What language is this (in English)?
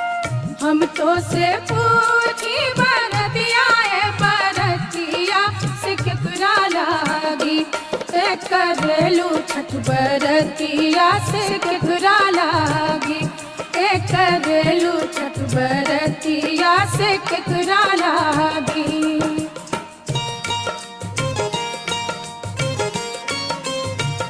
Bhojpuri